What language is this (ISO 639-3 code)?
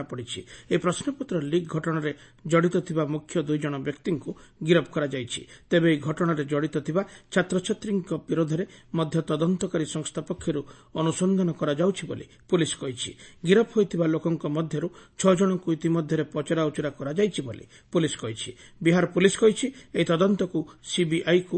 ori